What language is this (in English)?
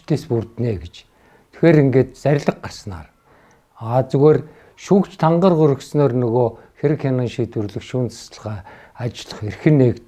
Mongolian